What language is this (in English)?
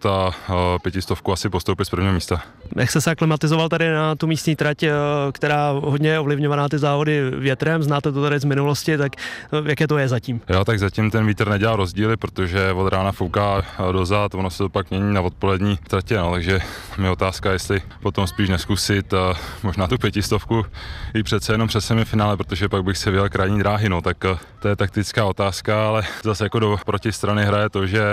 Czech